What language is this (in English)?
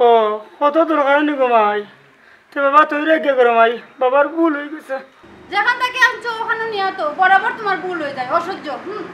Sylheti